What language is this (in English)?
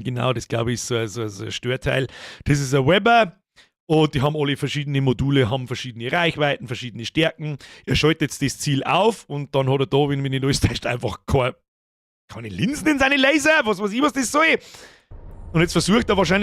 Bavarian